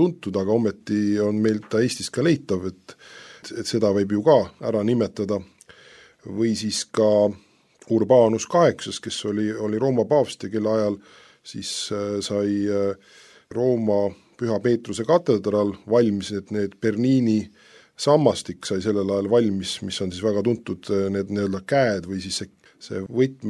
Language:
Estonian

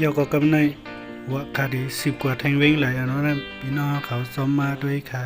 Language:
Shan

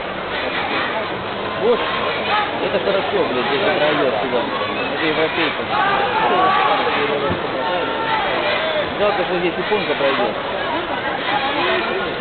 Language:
Russian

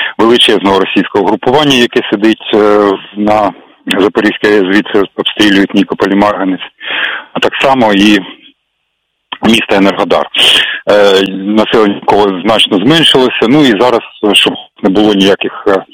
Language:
Ukrainian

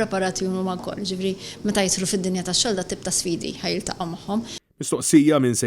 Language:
Maltese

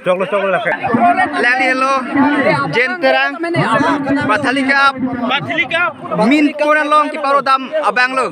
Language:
Karbi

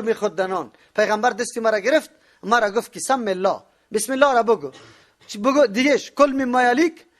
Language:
Persian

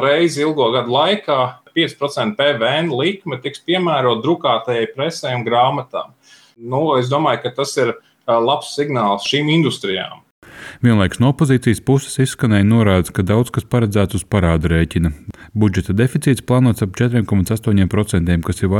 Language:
Latvian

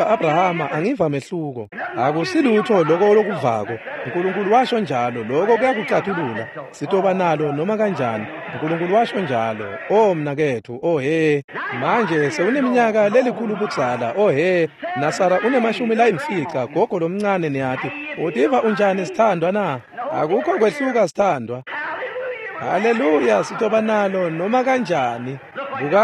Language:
Swati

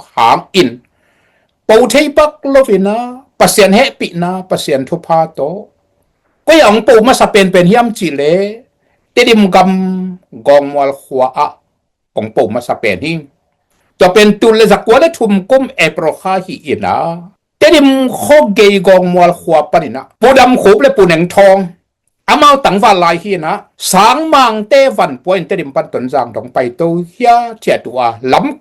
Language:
Tedim Chin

